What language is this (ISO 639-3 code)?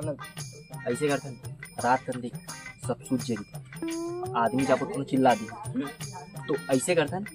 hne